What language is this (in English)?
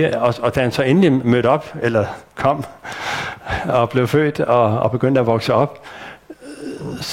Danish